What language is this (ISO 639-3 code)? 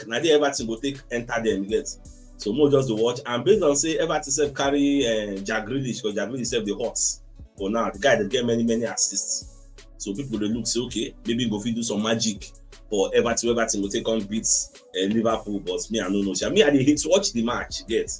pcm